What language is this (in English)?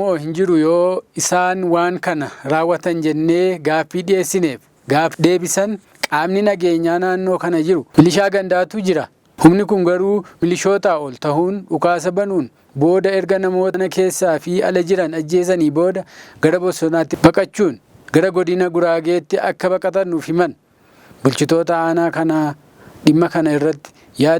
Oromo